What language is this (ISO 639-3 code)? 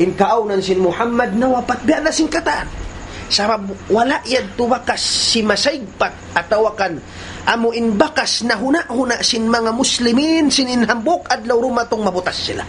tsg